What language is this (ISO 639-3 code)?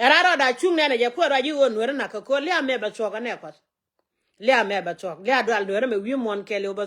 nus